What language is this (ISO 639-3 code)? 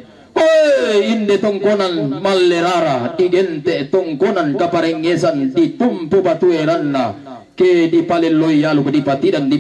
sda